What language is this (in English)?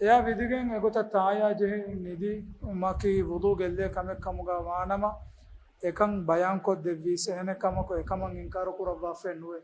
Divehi